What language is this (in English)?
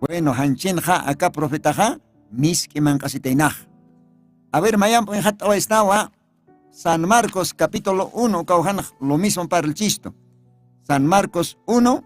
Aymara